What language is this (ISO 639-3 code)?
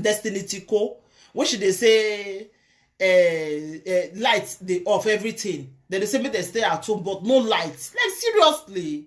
pcm